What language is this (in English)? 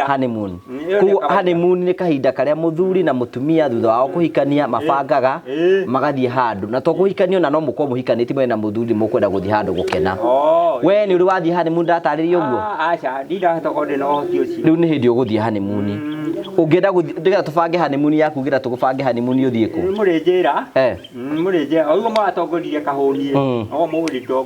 Kikuyu